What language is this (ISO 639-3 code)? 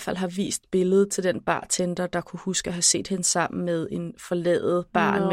dan